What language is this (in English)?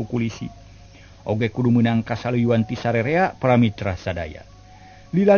Sundanese